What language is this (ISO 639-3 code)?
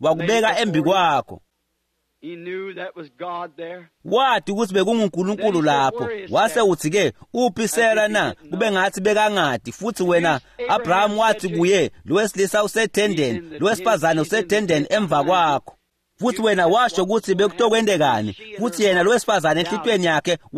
ssw